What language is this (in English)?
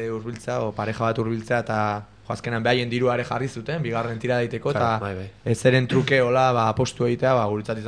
Basque